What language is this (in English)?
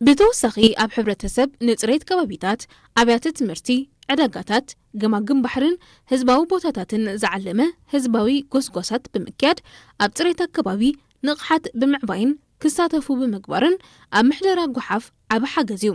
Tigrinya